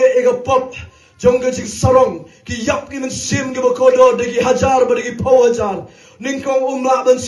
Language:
Khasi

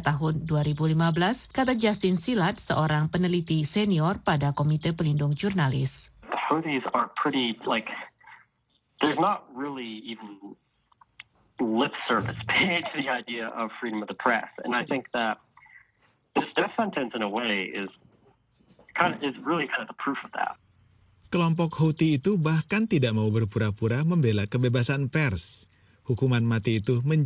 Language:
Indonesian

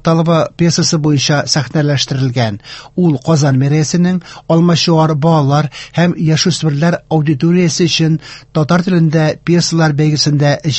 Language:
Tatar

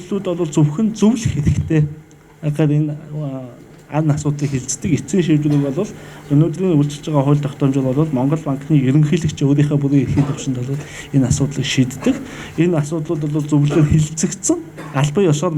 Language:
Mongolian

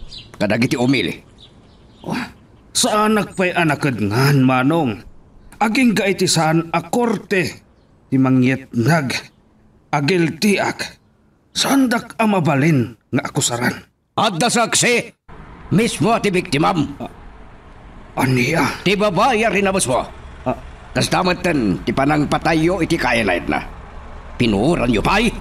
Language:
Iloko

